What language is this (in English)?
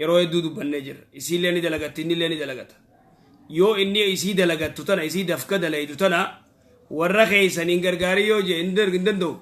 Oromo